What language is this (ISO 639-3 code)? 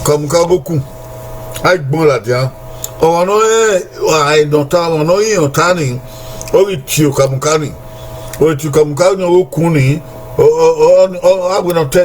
bin